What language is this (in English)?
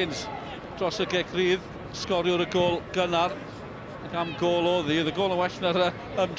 Welsh